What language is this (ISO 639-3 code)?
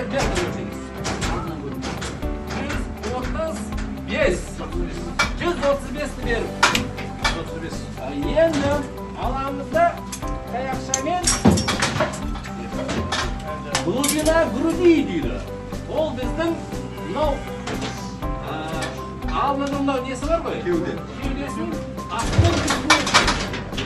kaz